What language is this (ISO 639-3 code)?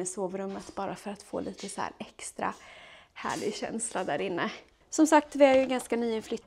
swe